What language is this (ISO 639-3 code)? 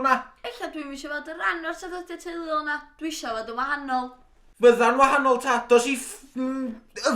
cym